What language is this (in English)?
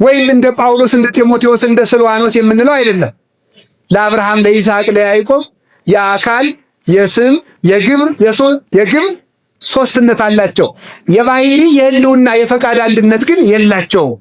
Amharic